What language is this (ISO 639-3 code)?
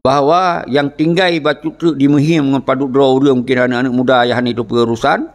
ace